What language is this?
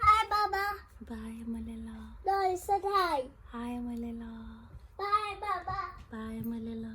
Tswana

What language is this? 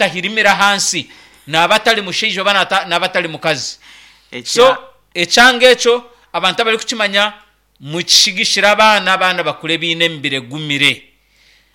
Nyankole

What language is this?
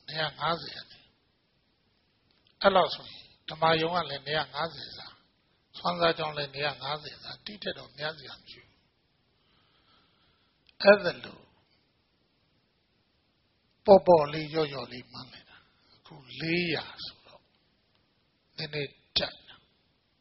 Burmese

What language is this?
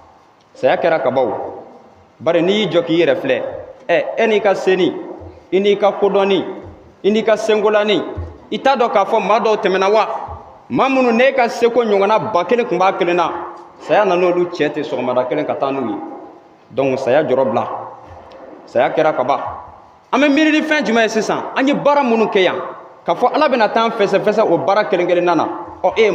Bambara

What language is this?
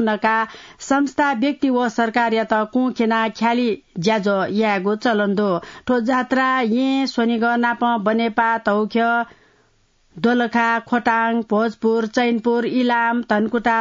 Newari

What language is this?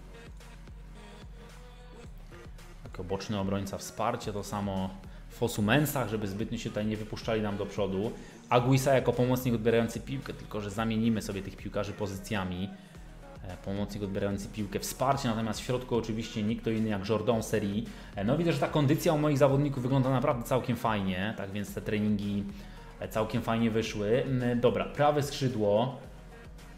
Polish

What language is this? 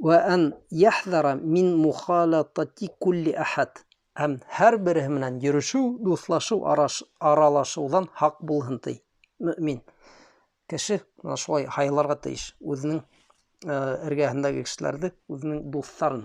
Bashkir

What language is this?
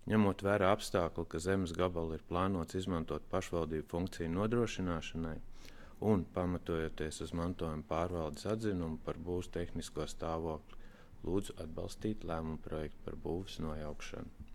Latvian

